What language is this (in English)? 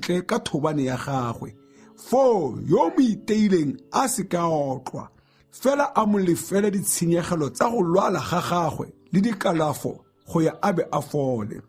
Tswana